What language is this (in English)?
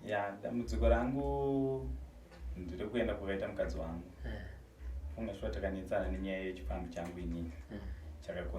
Shona